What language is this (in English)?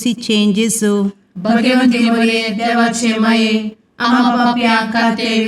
Konkani